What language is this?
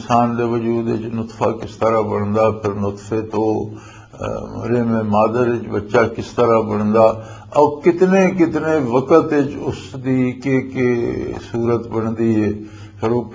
Western Panjabi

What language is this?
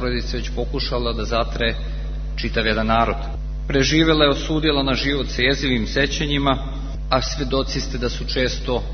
Serbian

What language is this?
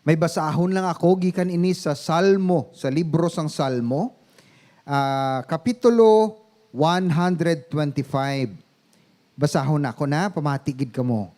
Hiligaynon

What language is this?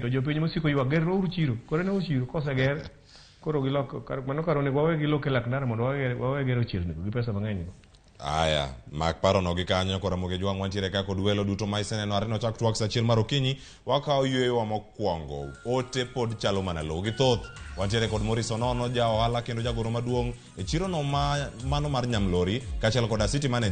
Luo (Kenya and Tanzania)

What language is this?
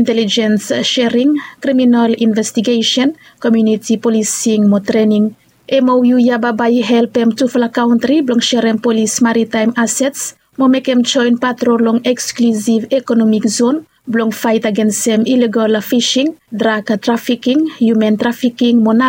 Bislama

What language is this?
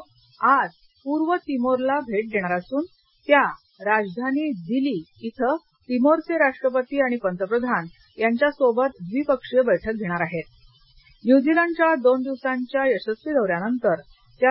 Marathi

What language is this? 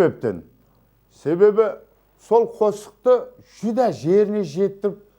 Kara-Kalpak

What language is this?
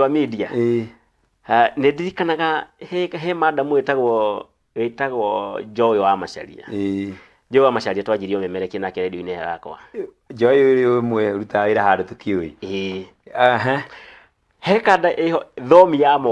Kikuyu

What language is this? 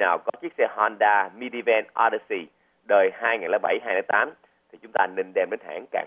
Vietnamese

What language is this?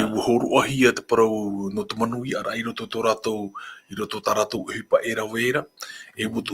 Tahitian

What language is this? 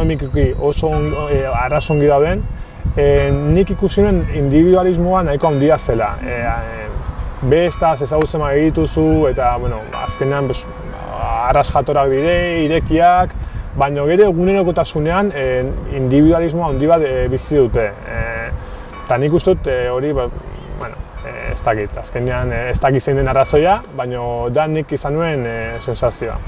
Basque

